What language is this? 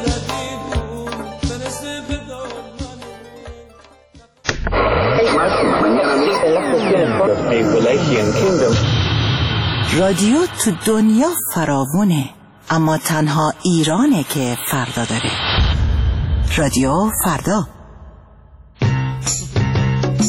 Persian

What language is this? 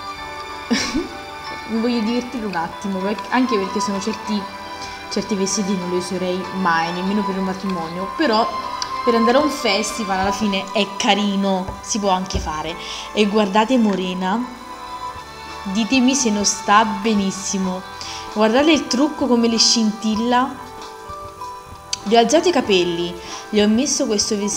Italian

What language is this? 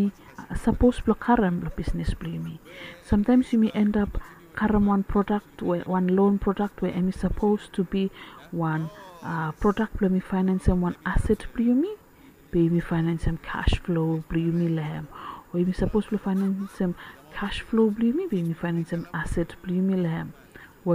Bislama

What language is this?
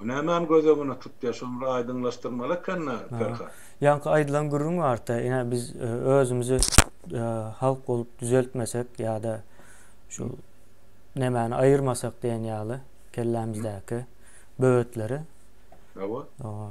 Turkmen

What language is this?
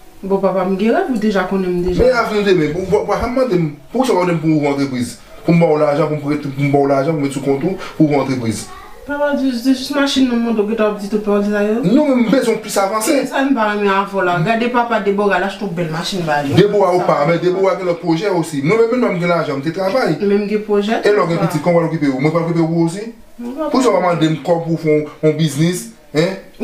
Haitian Creole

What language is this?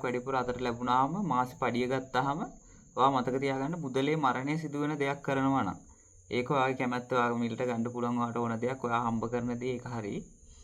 Sinhala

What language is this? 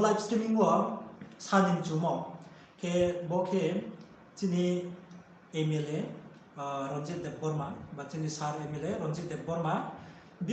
Riang (India)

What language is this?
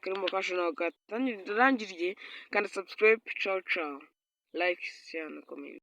Kinyarwanda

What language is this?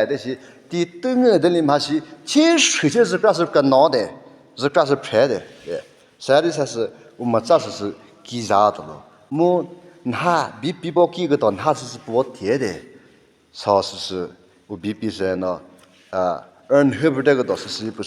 Chokri Naga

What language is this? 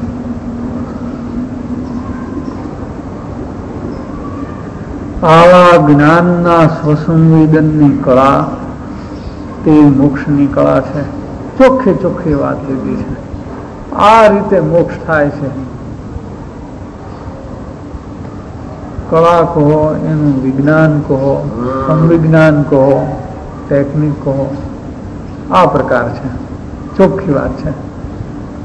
Gujarati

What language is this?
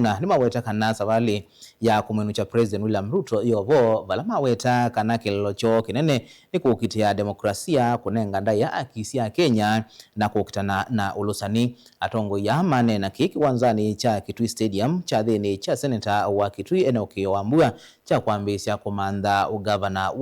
Kamba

